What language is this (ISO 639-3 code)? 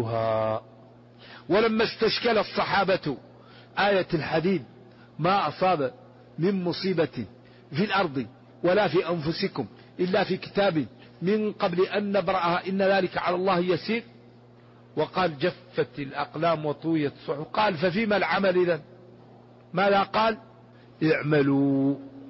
ara